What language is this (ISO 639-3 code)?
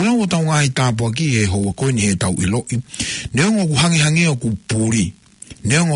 ton